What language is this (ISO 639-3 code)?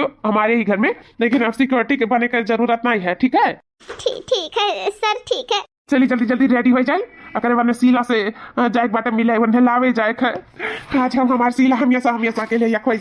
awa